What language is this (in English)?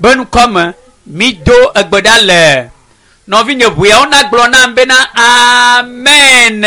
Ewe